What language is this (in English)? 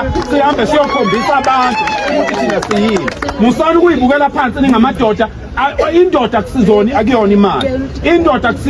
Zulu